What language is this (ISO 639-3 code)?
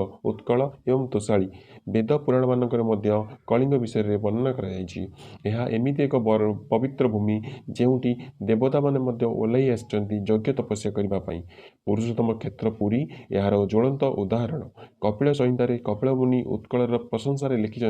ori